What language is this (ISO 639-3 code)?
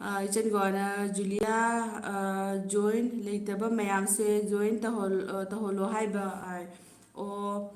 mni